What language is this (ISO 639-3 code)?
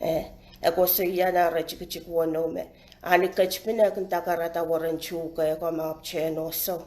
pon